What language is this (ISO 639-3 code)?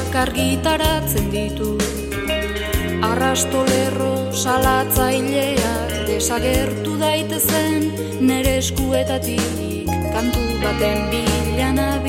eus